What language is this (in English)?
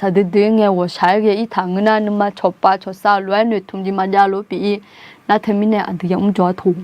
Akha